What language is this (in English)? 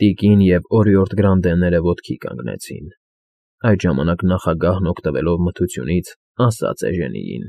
Armenian